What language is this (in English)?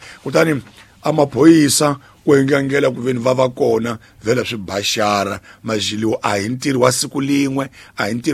Tsonga